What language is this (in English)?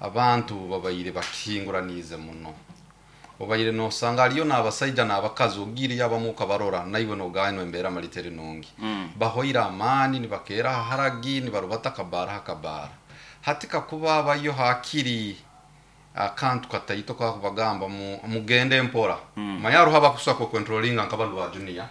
Nyankole